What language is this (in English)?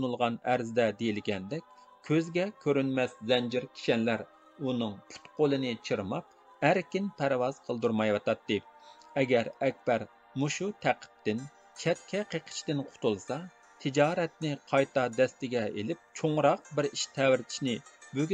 Uyghur